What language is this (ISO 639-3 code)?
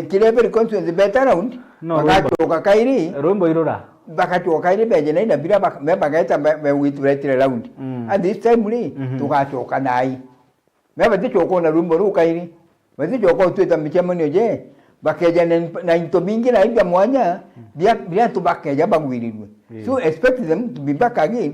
mer